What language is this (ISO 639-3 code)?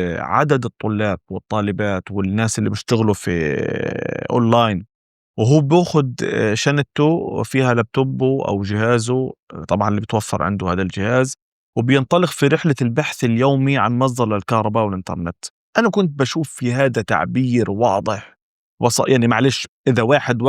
apc